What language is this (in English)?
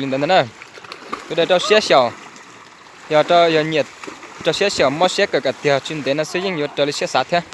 Hmong